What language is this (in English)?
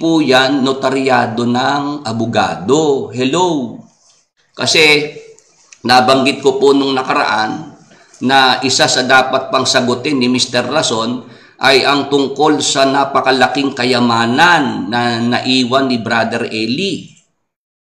Filipino